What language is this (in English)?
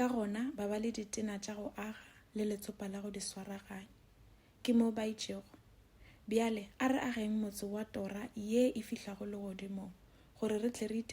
Northern Sotho